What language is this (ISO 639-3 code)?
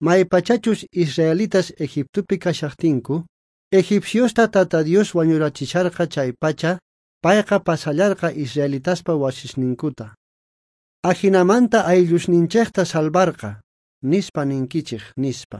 quh